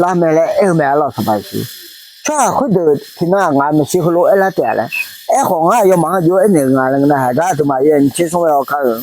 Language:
Akha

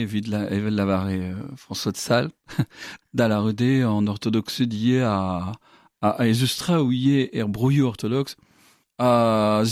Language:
Breton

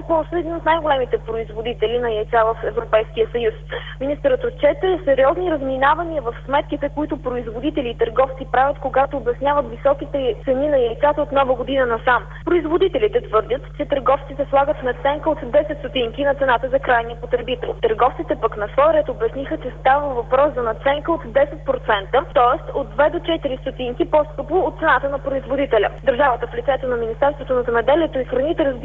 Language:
Bulgarian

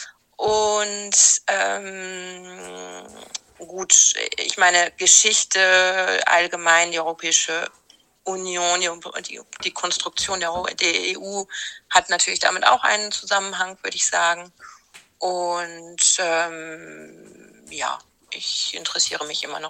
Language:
German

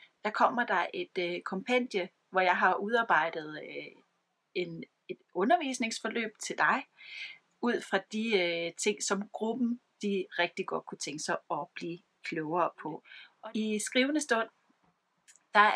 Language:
Danish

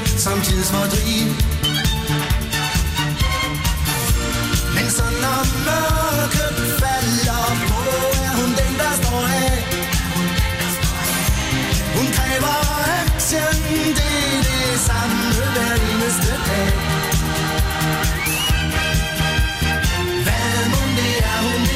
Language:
Danish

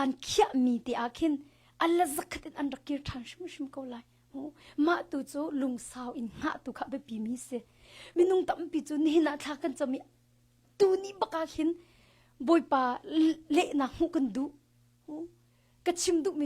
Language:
Hakha Chin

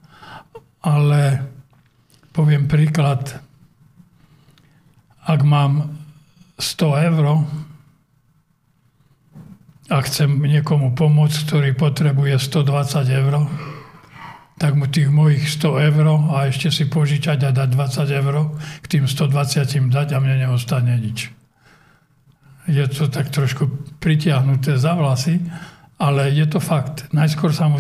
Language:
Slovak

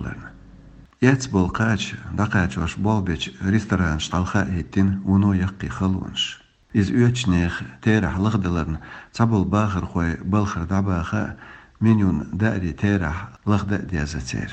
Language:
Chechen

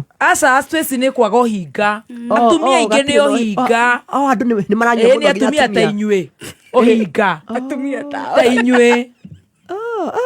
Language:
Kikuyu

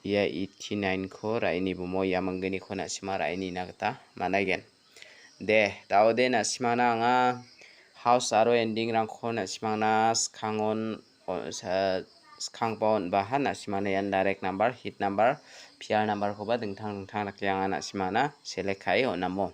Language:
Garo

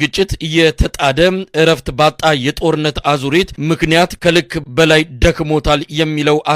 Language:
Amharic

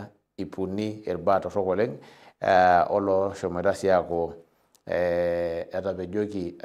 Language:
Masai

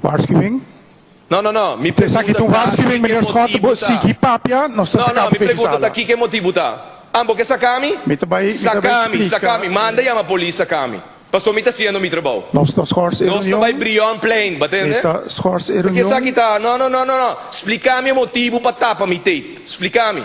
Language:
Papiamento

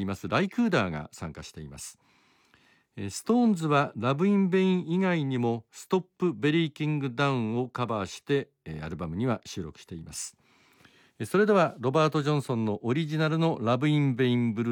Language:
Japanese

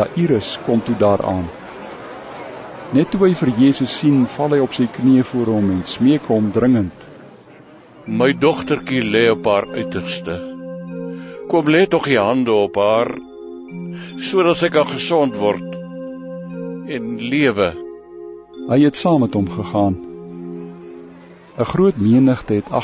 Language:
Afrikaans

